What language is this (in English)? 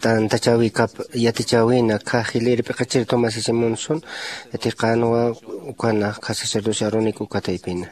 Aymara